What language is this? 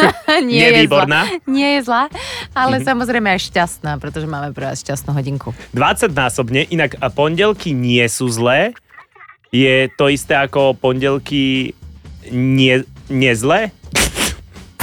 Slovak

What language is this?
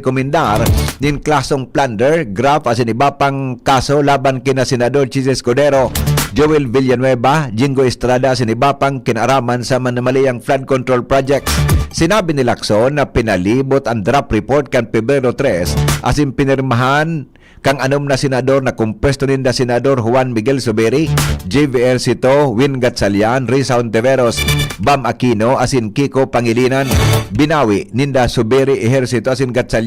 Bikol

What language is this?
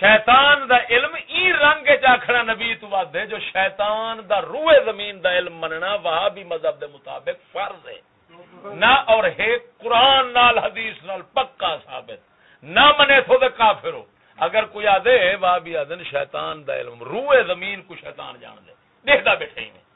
Saraiki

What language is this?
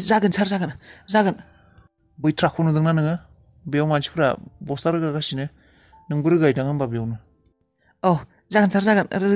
Bodo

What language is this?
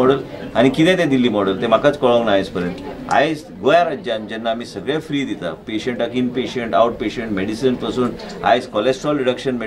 Konkani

